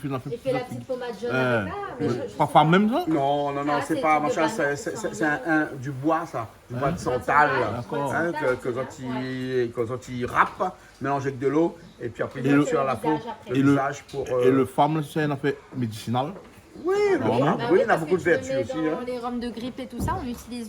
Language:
Réunion Creole French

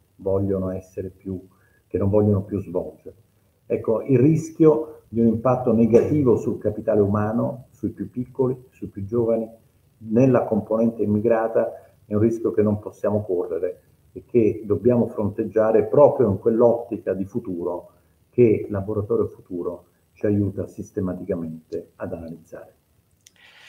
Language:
Italian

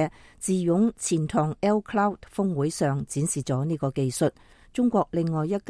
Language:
Cantonese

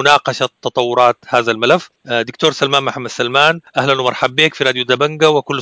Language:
Sudanese Arabic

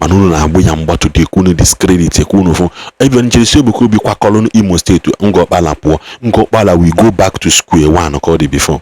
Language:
Igbo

